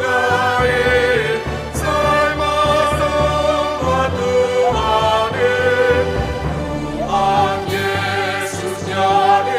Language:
Batak Simalungun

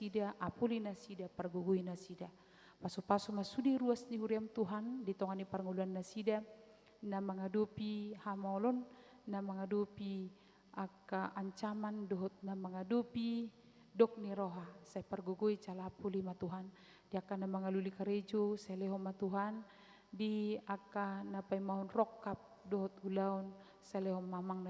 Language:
Batak Toba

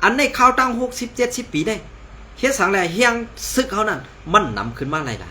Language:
Shan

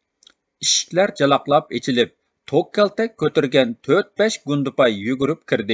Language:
Uyghur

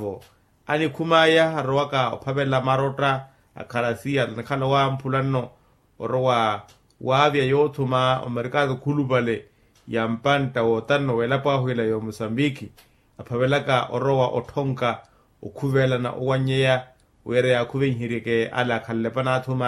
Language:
Makhuwa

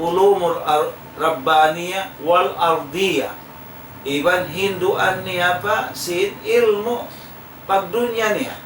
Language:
Tausug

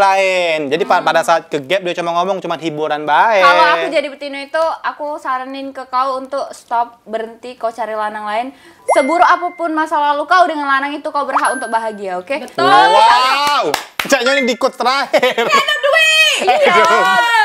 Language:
Musi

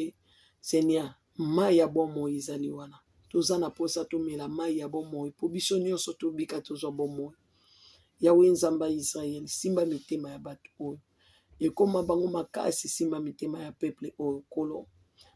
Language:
Lingala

